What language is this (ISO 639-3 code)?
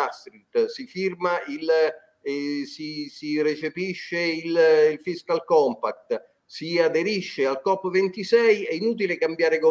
ita